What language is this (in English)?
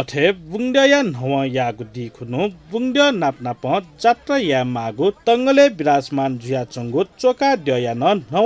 Newari